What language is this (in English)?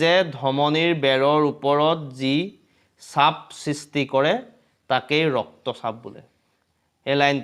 Assamese